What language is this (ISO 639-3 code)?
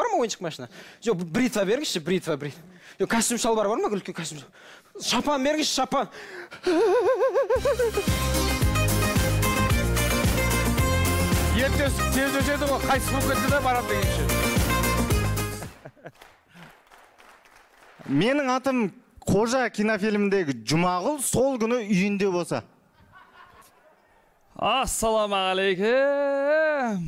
kaz